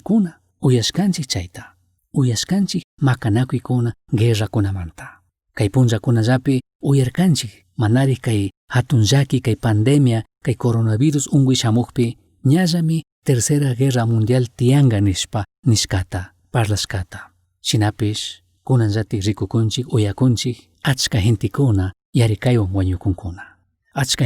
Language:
Chimborazo Highland Quichua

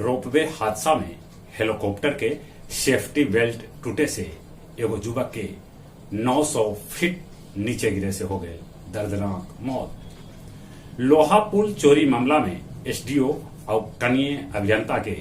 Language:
Magahi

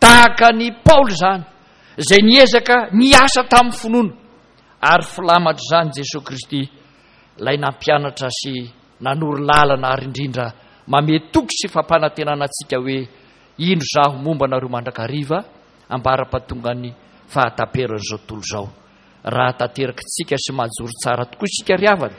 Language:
Malagasy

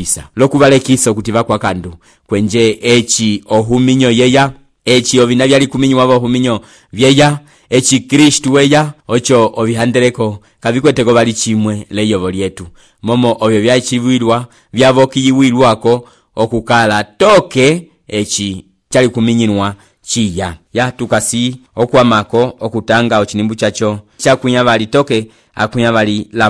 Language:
Umbundu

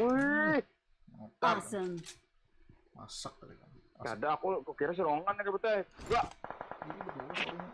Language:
Banjar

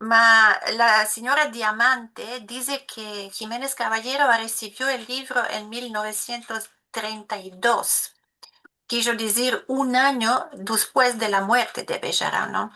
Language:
Ladino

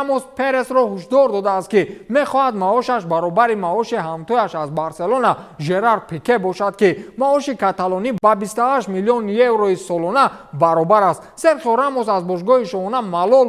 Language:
Tajik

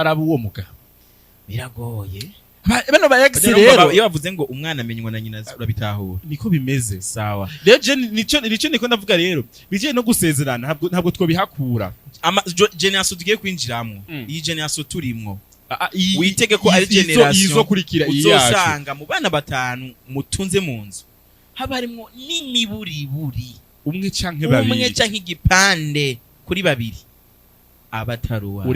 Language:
Rundi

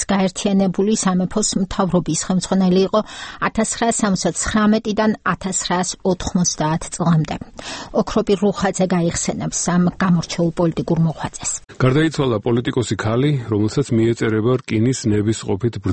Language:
Georgian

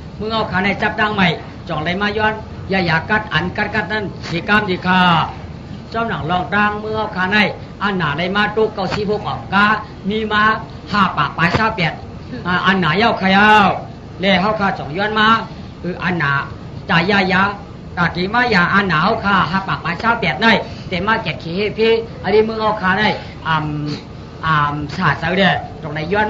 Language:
Shan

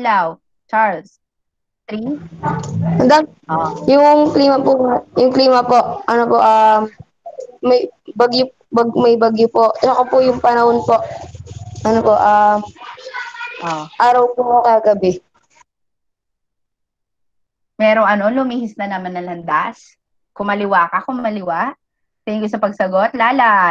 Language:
Filipino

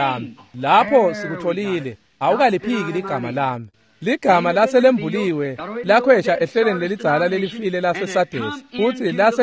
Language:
Swati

